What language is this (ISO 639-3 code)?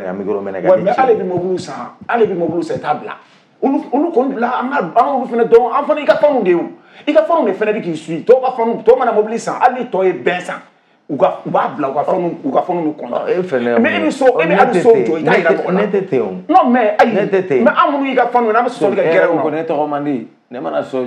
bam